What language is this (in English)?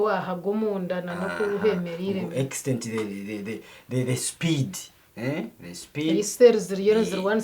Nyankole